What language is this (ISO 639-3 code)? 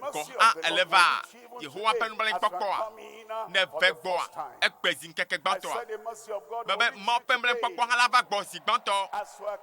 ewe